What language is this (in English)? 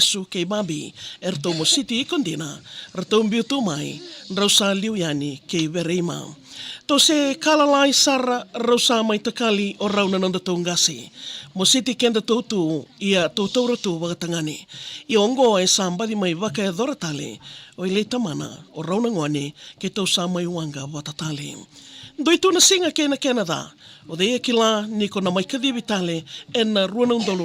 Fijian